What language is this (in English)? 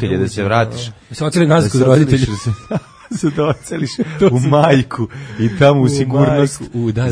Serbian